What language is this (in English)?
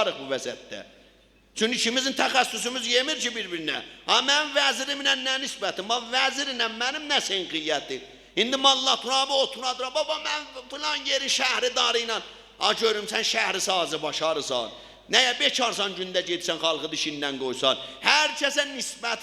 South Azerbaijani